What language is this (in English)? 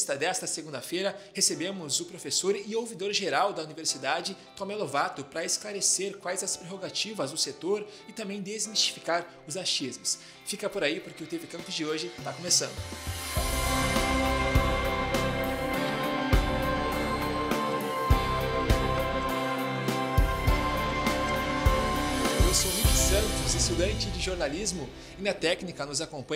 Portuguese